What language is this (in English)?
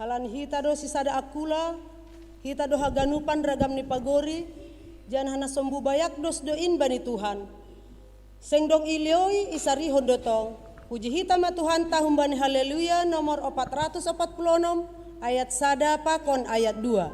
Batak Simalungun